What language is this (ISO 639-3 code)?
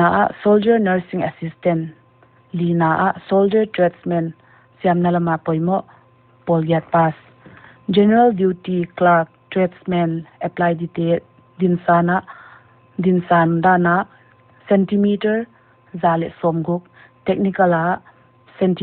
pck